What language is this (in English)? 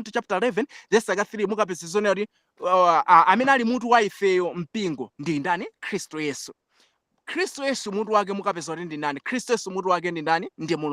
Nyanja